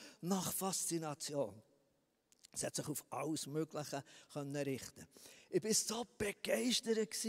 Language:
Swiss German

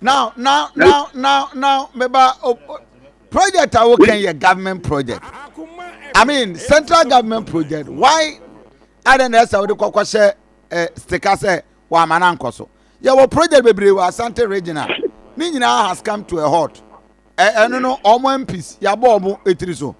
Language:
Akan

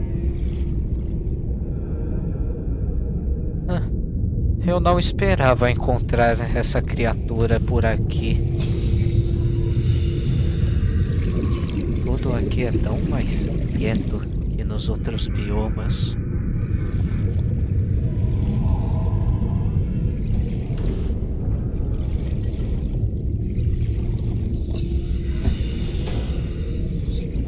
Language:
Portuguese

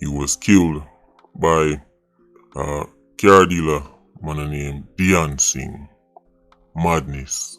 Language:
Jamaican Creole English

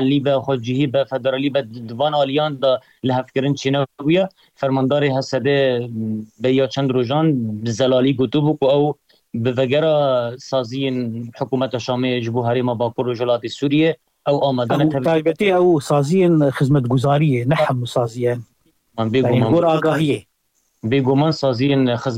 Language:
Kurdish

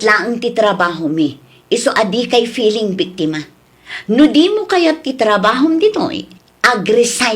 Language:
Iloko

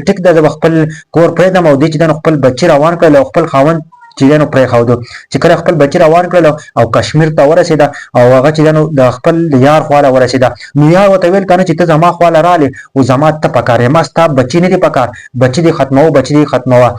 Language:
Pashto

